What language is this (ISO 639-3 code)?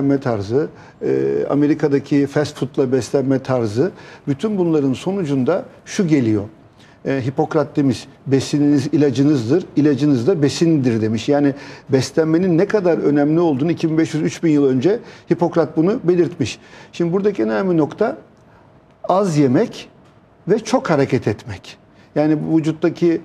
tur